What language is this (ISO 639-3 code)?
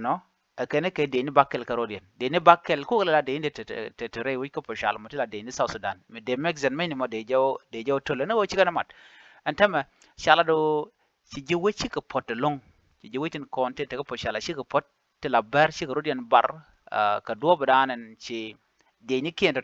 nus